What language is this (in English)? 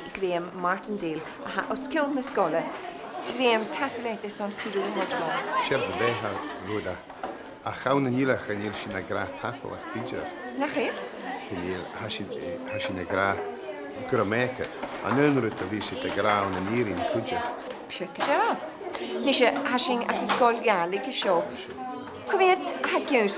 Scottish Gaelic